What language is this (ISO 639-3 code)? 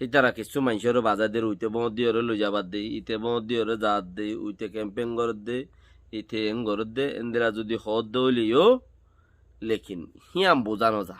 rhg